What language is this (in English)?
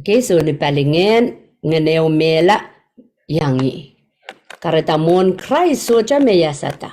Pohnpeian